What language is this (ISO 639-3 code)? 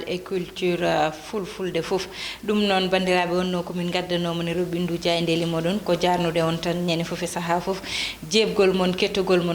ful